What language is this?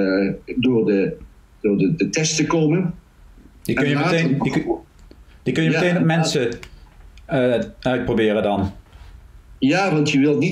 Dutch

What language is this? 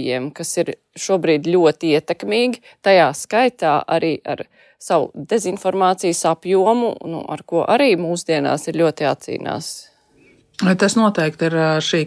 Latvian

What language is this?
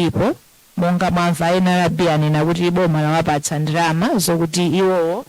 Nyanja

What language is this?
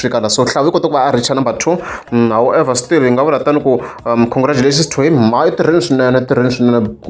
Tsonga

